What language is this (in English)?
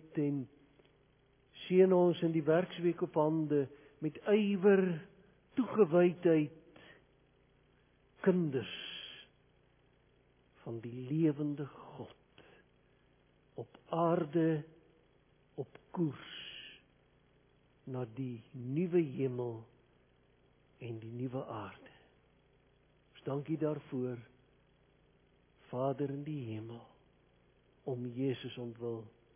Afrikaans